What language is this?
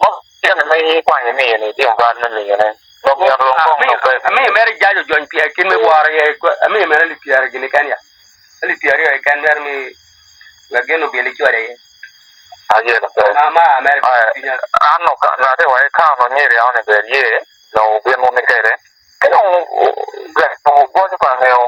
Acoli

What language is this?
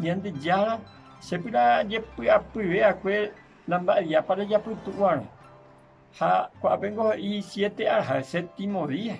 Guarani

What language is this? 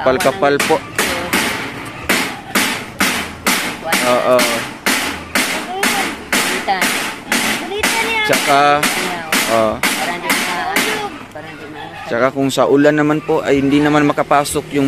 Filipino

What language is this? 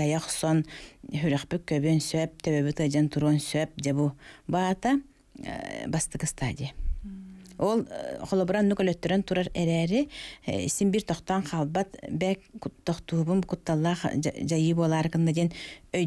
Yakut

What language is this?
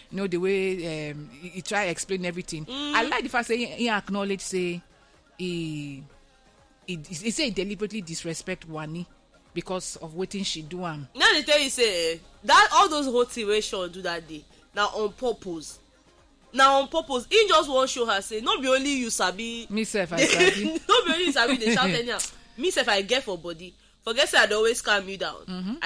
Nigerian Pidgin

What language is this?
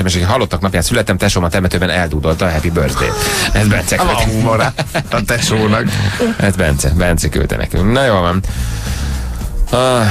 Hungarian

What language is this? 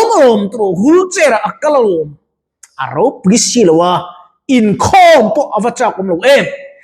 Mizo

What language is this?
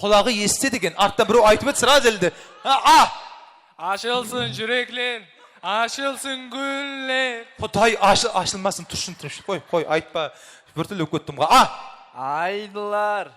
Kara-Kalpak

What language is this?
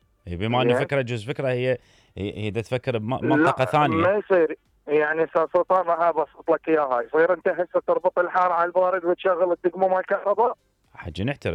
Mesopotamian Arabic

